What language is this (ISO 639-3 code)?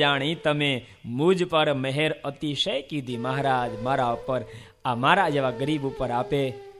guj